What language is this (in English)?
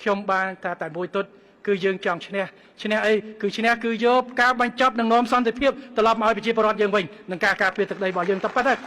Khmer